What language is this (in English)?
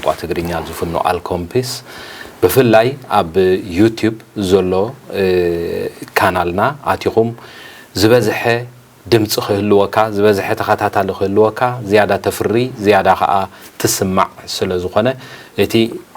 Tigrinya